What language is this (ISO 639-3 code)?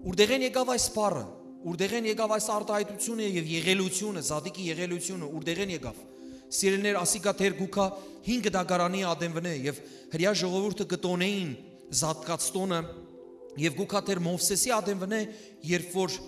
hyw